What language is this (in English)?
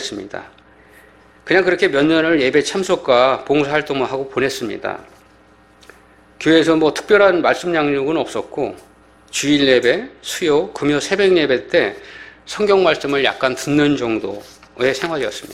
Korean